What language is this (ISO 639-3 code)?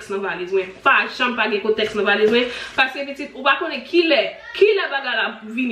hat